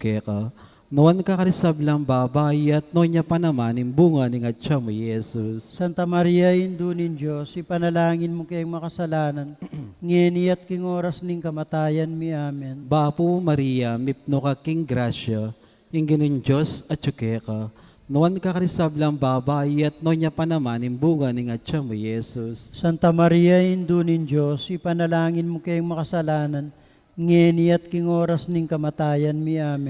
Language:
Pampanga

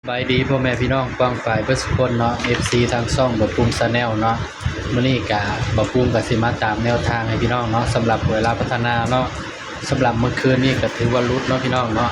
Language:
Northeastern Thai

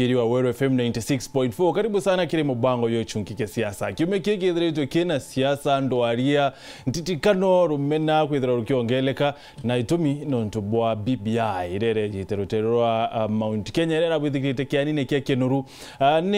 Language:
Meru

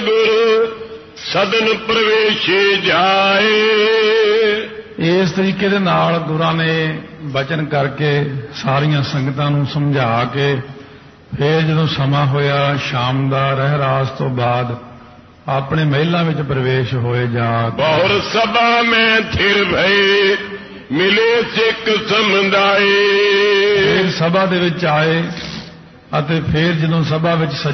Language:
Punjabi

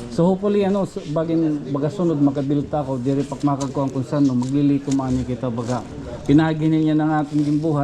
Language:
Waray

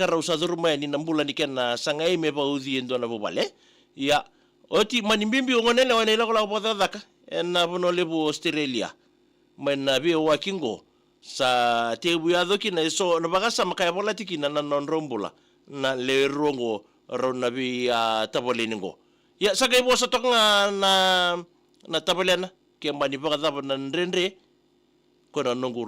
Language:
Fijian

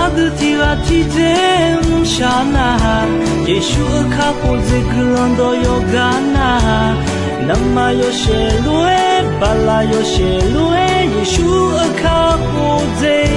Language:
Akha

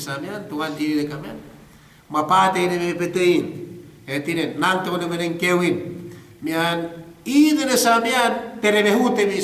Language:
Yakan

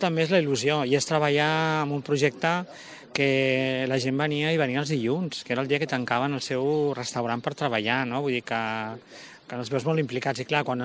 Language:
Catalan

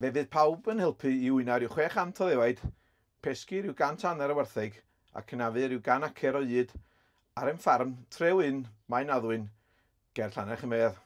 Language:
Welsh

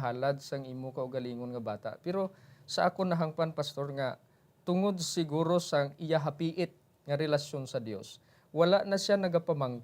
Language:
Hiligaynon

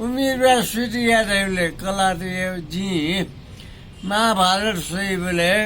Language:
Newari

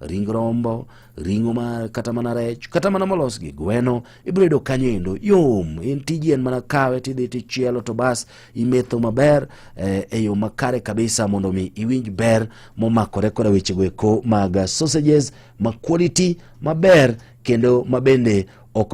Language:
Luo (Kenya and Tanzania)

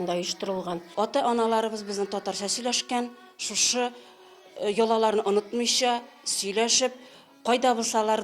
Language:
Tatar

